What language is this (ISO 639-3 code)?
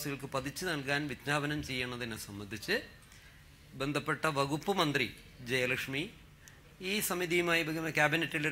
mal